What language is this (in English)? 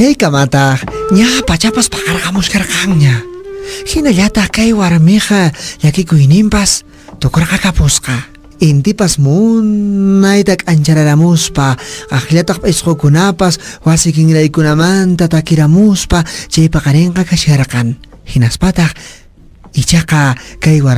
Quechua